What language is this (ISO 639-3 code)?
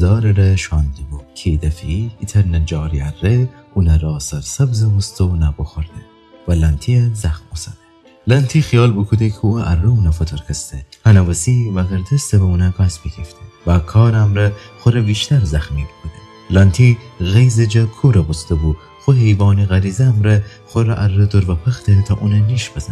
glk